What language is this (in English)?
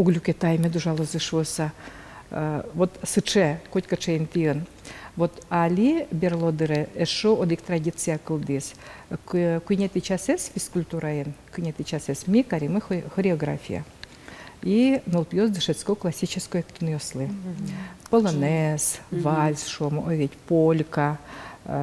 Udmurt